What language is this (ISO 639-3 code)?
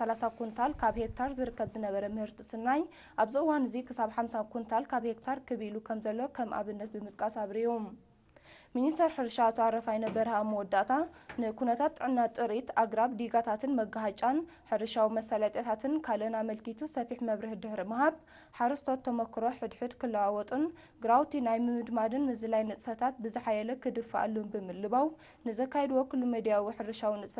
tir